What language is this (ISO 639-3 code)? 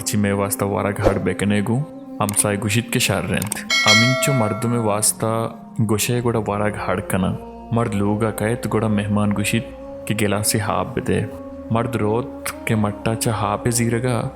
bal